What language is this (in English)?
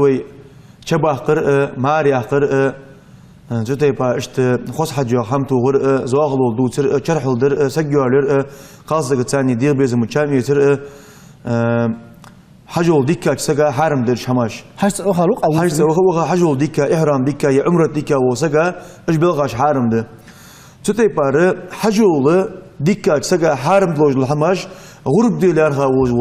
Ingush